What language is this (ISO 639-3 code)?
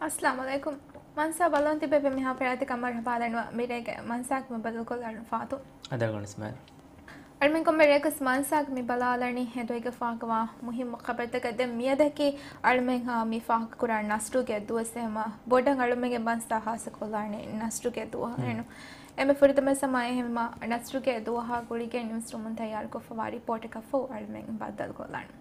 div